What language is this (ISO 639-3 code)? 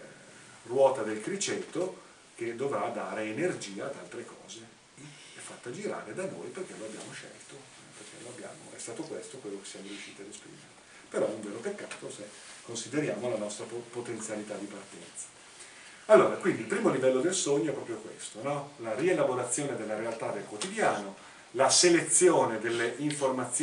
ita